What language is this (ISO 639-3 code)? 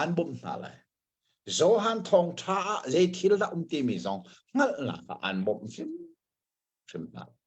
cnh